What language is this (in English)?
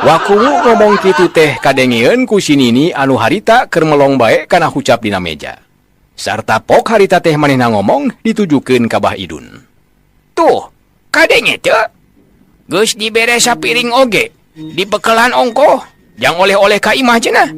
Sundanese